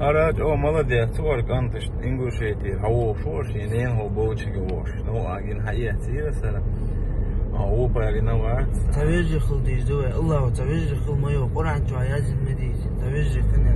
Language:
Chechen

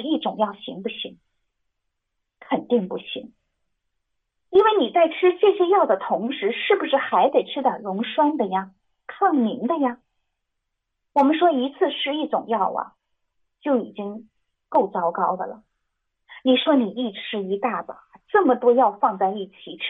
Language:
Chinese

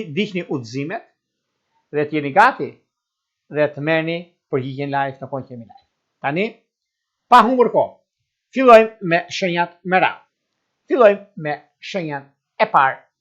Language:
Albanian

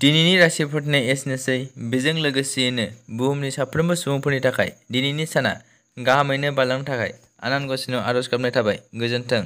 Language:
Bodo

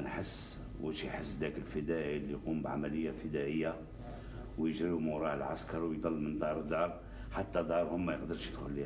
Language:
Algerian Arabic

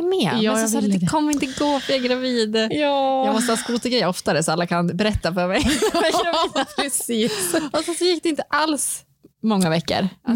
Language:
Swedish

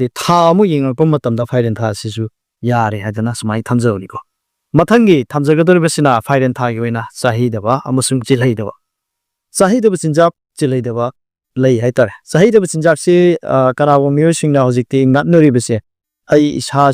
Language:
Manipuri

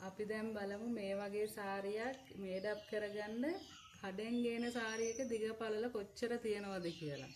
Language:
Sinhala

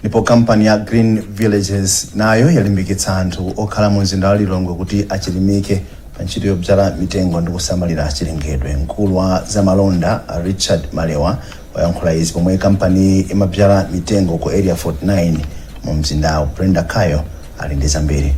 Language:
Nyanja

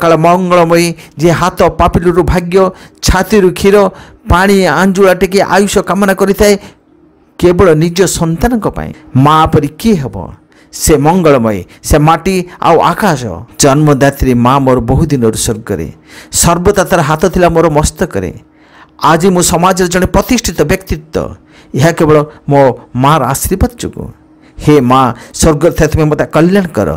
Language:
Odia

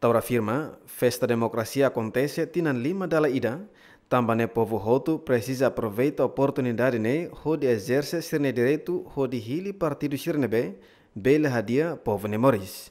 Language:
Tetum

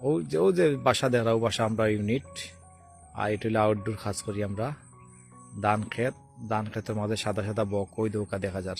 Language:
Sylheti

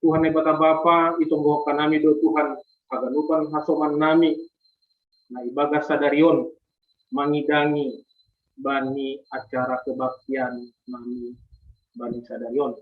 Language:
Batak Simalungun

